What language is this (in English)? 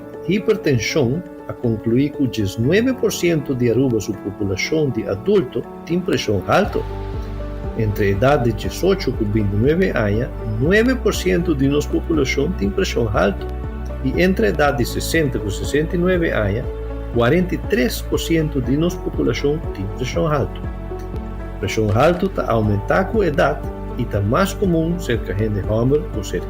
Papiamento